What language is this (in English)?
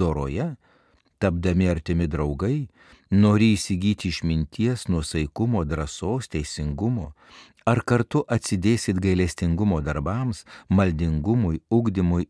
Lithuanian